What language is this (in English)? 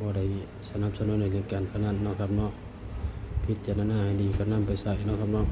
Northeastern Thai